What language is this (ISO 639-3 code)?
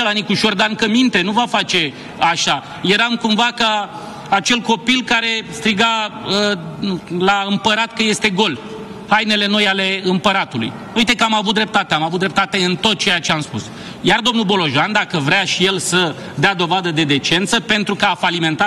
ron